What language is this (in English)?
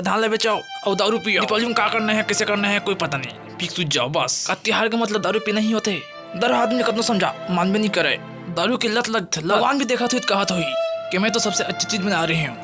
Chhattisgarhi